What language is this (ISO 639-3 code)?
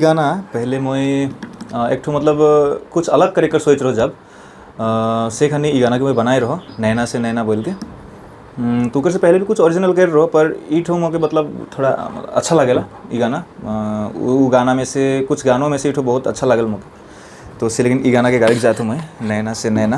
sck